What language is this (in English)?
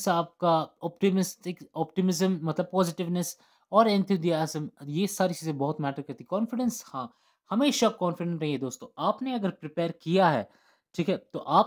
Hindi